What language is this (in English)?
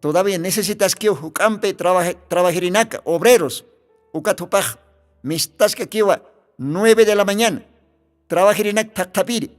Aymara